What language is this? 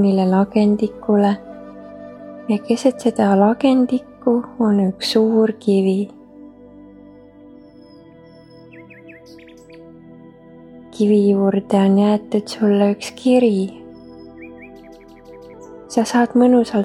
Estonian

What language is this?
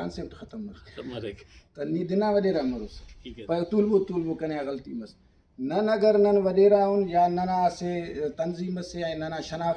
Brahui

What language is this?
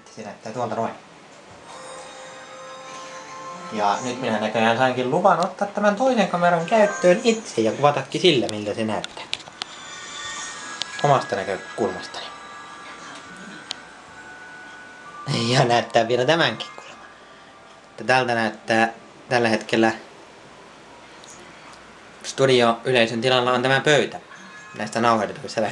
Finnish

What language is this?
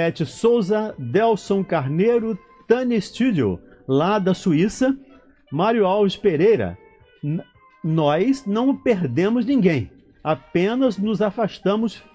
Portuguese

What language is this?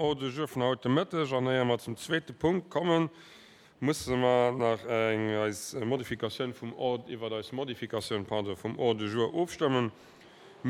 Luxembourgish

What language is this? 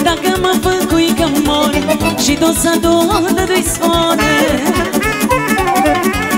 Romanian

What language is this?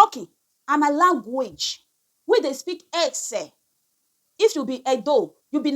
Nigerian Pidgin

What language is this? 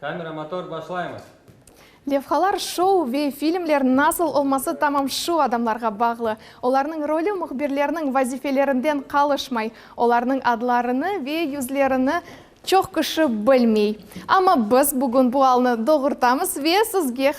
Crimean Tatar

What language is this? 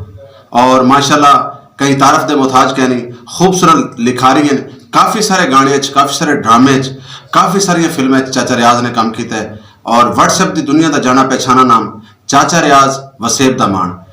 Saraiki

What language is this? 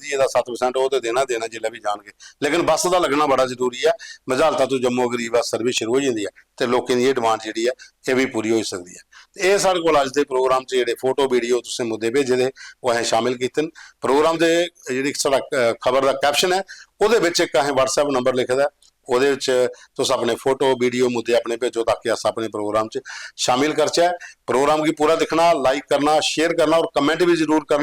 Dogri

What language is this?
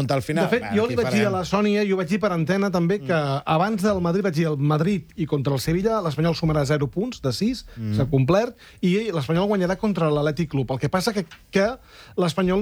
Catalan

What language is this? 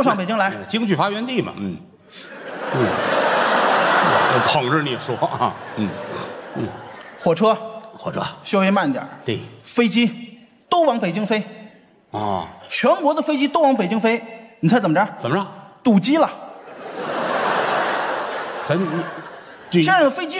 Chinese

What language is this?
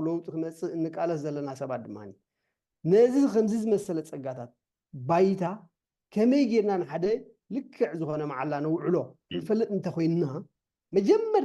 Tigrinya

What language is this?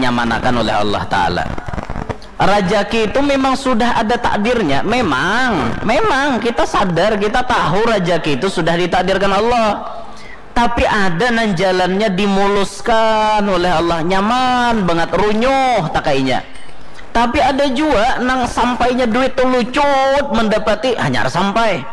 Banjar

